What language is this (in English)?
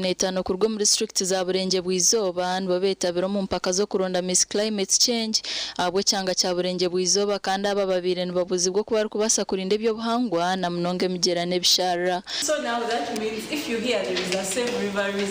Nyankole